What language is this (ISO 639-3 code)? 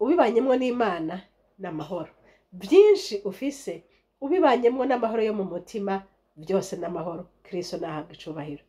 run